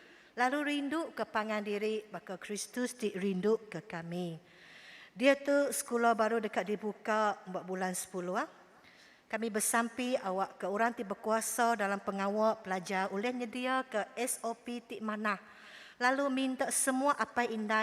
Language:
Iban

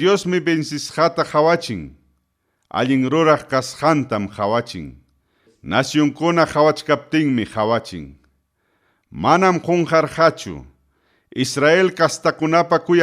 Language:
Ayacucho Quechua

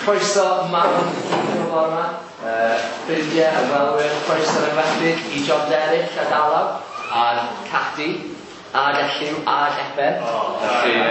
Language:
Welsh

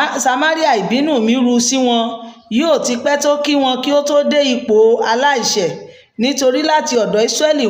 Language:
Yoruba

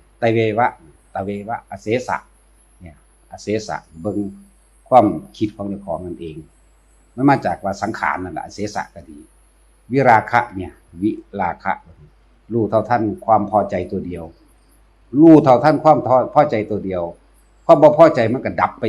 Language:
Northeastern Thai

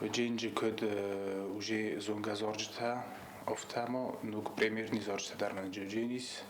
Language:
Ossetic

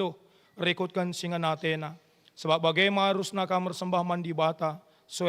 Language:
Batak Karo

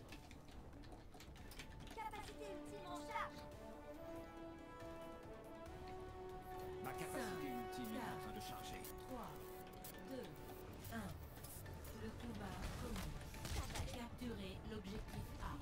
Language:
French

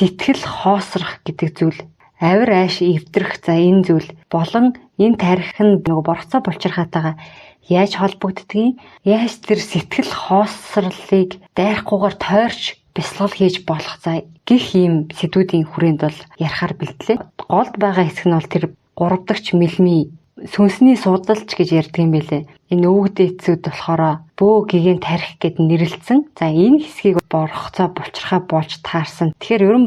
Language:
Mongolian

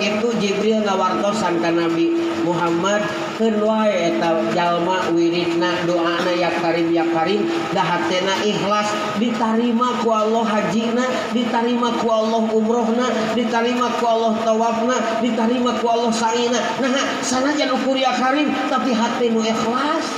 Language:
Sundanese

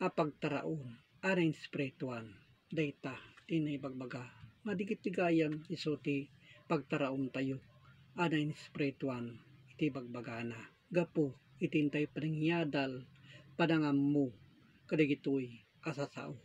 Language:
Iloko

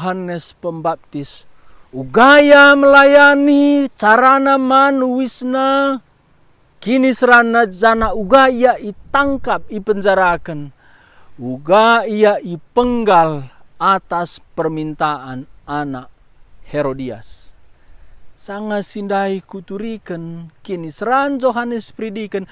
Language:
Batak Karo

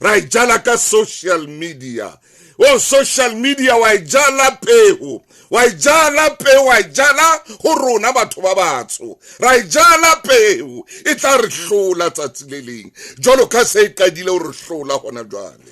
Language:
Southern Sotho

